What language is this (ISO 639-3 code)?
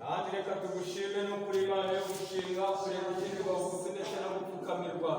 kin